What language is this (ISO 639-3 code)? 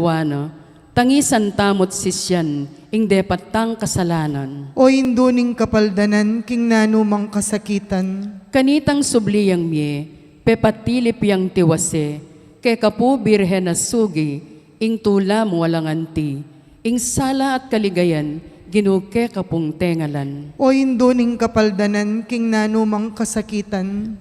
pam